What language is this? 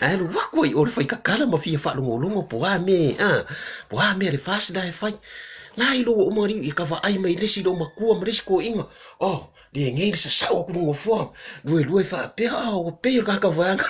Samoan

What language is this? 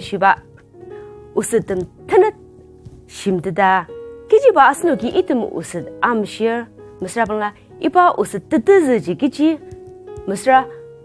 Ao Naga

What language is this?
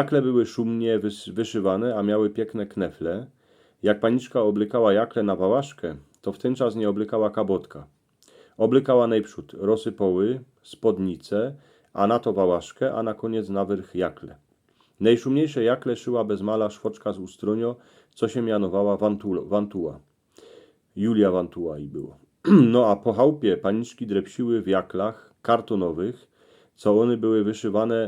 Silesian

